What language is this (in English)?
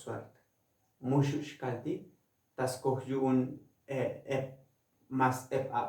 Tzotzil